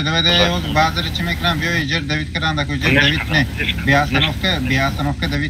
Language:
Tajik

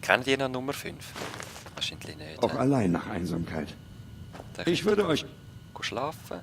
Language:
Swiss German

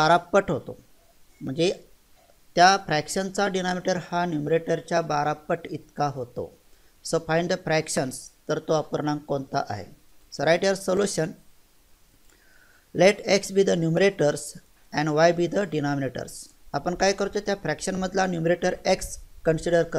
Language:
Marathi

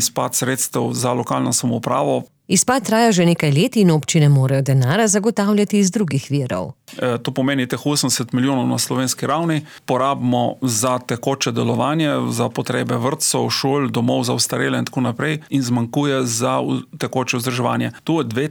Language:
Slovenian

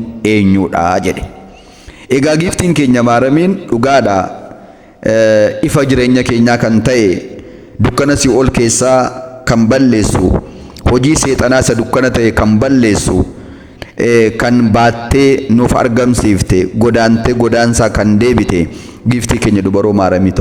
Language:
Oromo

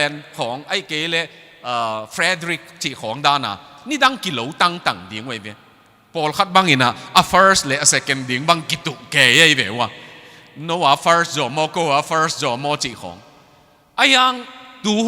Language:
Tedim Chin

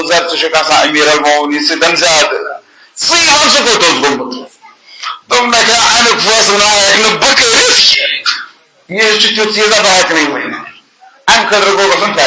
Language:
Kashmiri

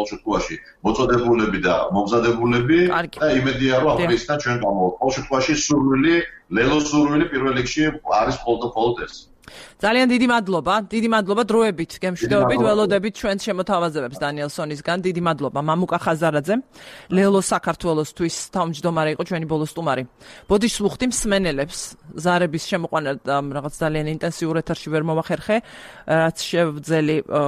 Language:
Georgian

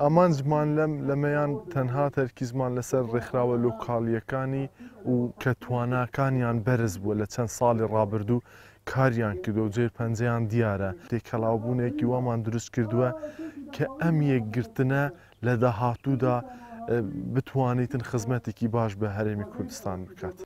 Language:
Central Kurdish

